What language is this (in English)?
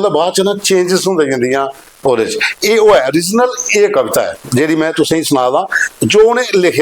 Dogri